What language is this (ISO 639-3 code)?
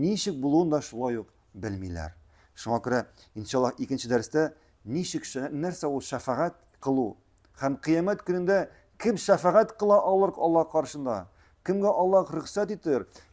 tat